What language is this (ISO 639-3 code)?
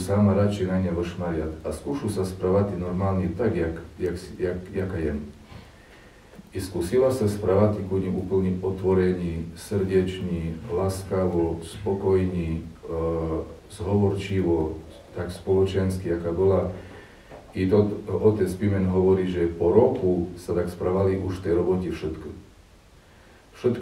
slk